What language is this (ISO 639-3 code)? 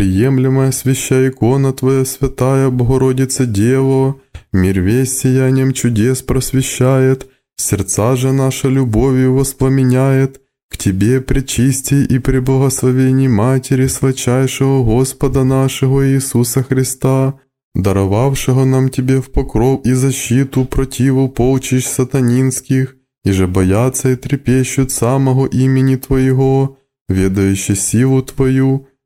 rus